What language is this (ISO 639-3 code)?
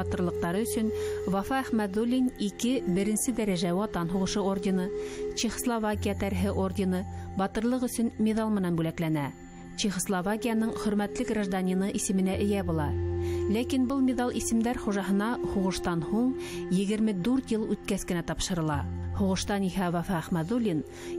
bak